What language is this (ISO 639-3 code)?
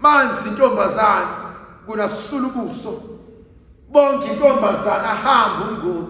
zul